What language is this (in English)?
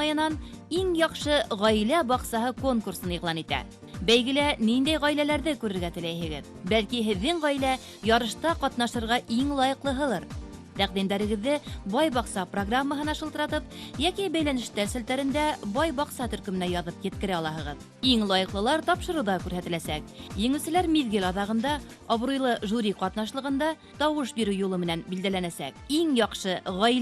Bashkir